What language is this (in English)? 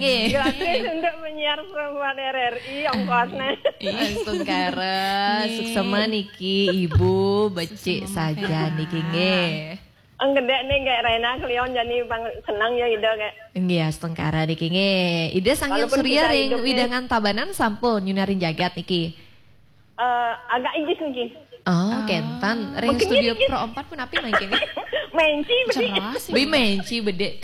Balinese